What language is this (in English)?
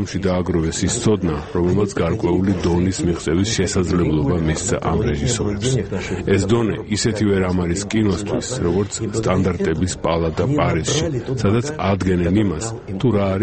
Georgian